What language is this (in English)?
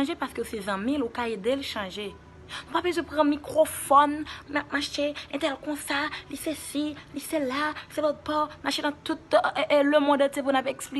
Haitian Creole